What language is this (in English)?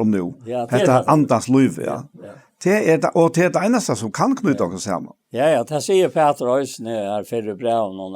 Faroese